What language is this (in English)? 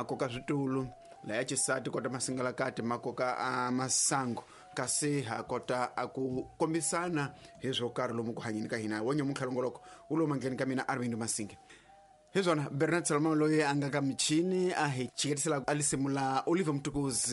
Tsonga